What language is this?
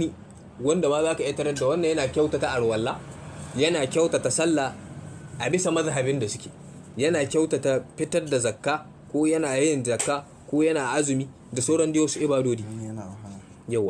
Hausa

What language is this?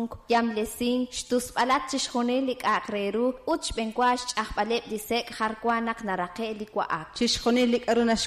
Kekchí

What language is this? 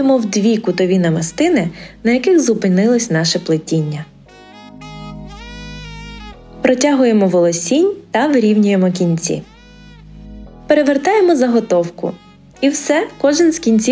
Ukrainian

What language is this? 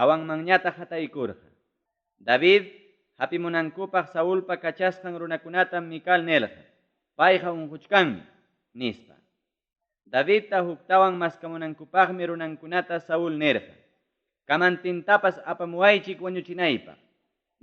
Ayacucho Quechua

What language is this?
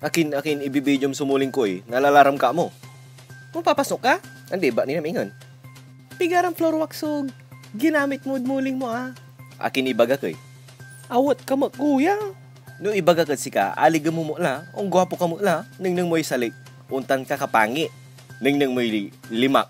Pangasinan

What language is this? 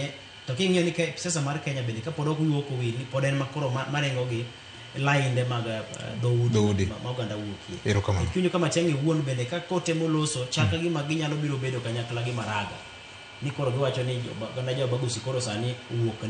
Luo (Kenya and Tanzania)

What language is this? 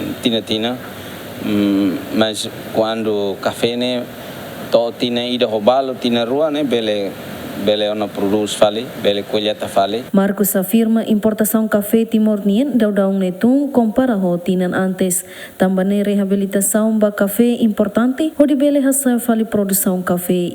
Tetum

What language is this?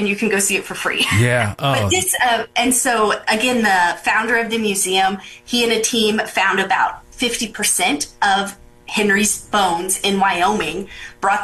English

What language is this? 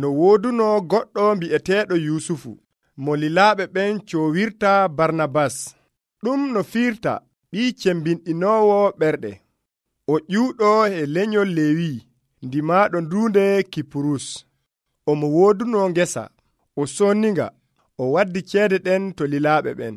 Nigerian Fulfulde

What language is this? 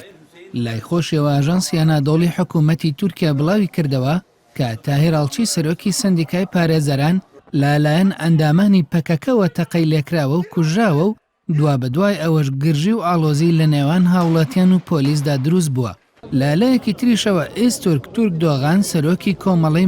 Central Kurdish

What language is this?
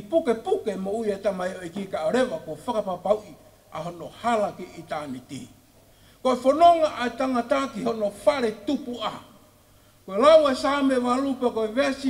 Tongan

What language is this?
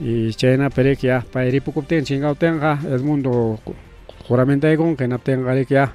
Ayacucho Quechua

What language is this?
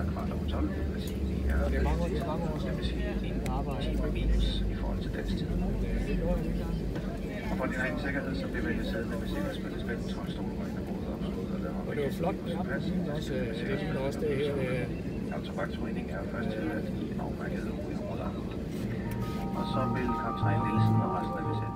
Danish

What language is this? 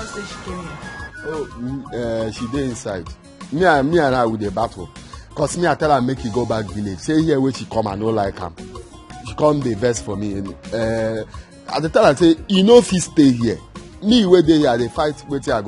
Nigerian Pidgin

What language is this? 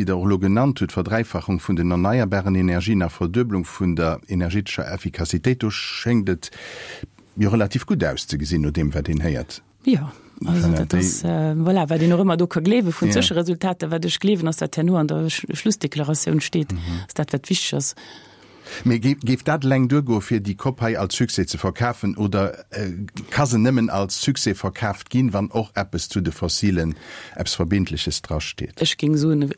Luxembourgish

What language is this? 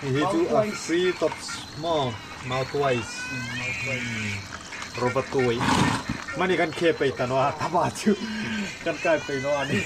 Hmar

